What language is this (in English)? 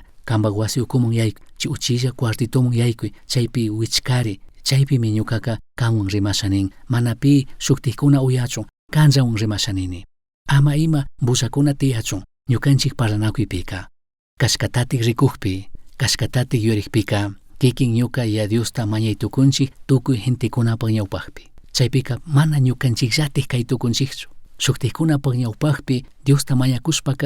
Chimborazo Highland Quichua